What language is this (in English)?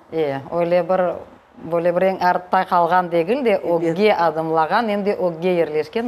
Crimean Tatar